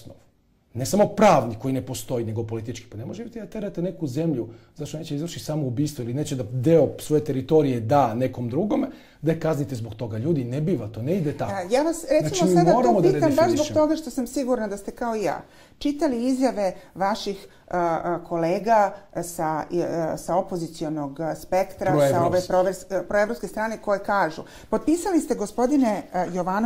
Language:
Serbian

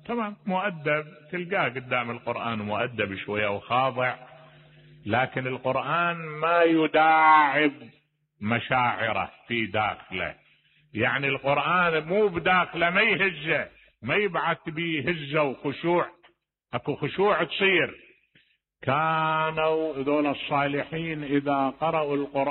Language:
Mesopotamian Arabic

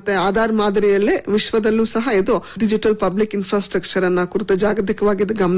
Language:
Kannada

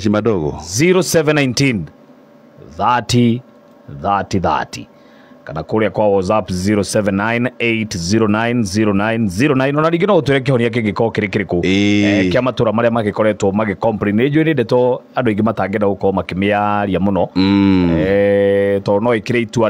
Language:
Kikuyu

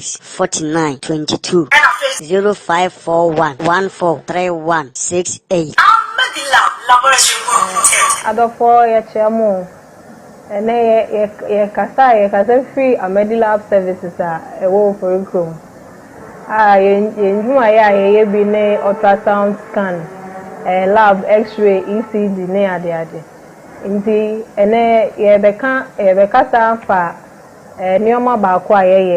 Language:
Akan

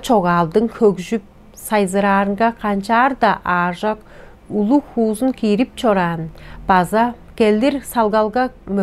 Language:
Tuvinian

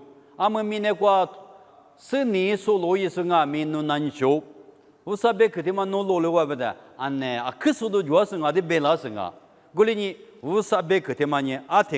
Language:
Lisu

